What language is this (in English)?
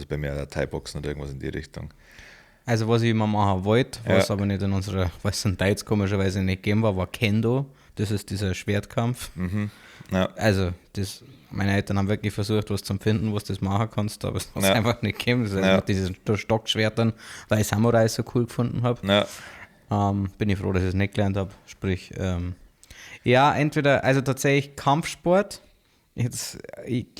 Bavarian